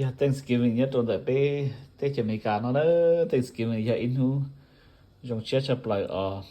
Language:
Hmong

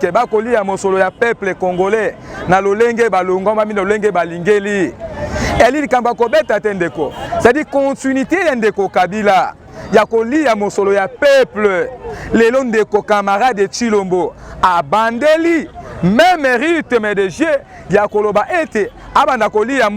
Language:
Lingala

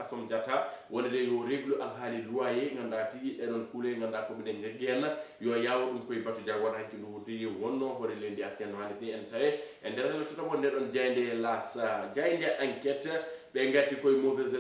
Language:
Fula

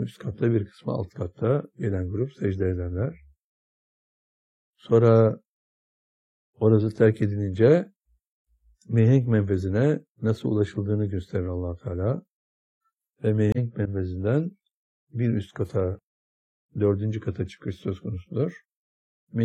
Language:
Turkish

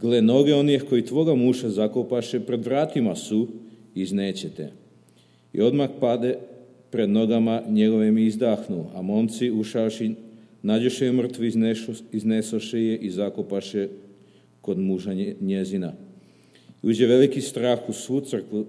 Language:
Serbian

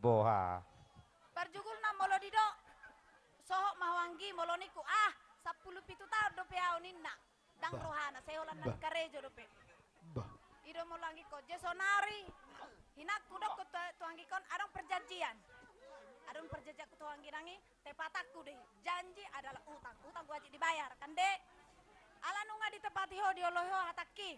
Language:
Batak Toba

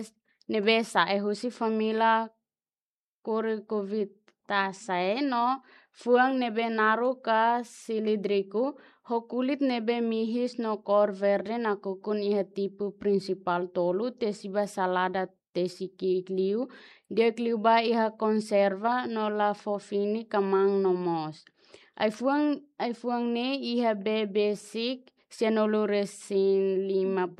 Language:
Tetum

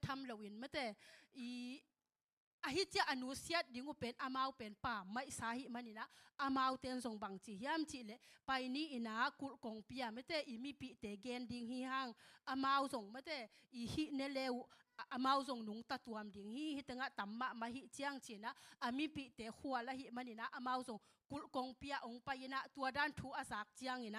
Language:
Tedim Chin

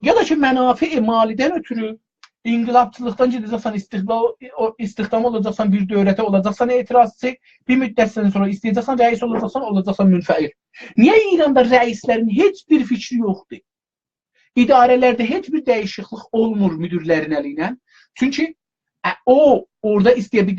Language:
South Azerbaijani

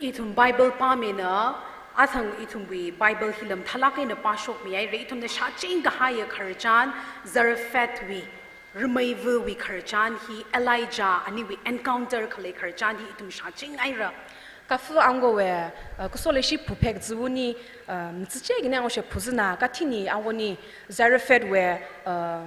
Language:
Tangkhul Naga (India)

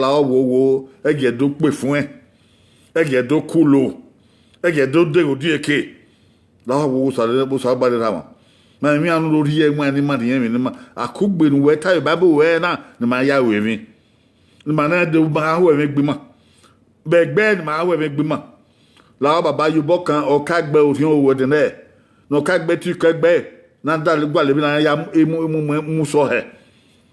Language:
Bini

